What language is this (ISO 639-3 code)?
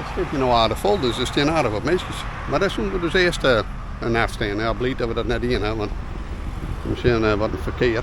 fry